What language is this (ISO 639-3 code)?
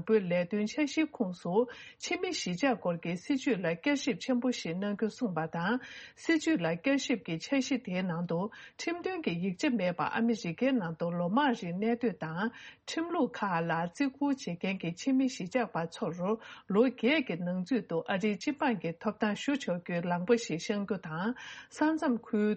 bod